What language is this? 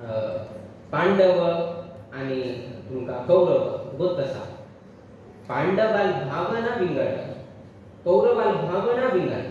Konkani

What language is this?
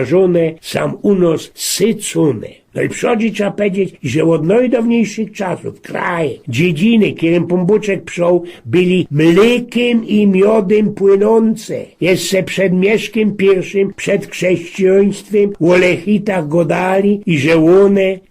Silesian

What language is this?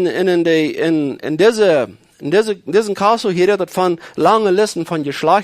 Plautdietsch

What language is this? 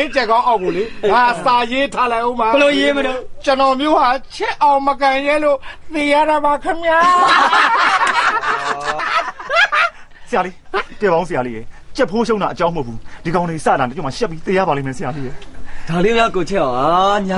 Burmese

